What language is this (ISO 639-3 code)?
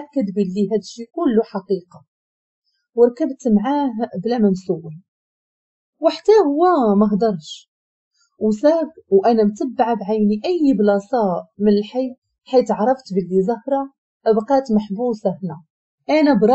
ary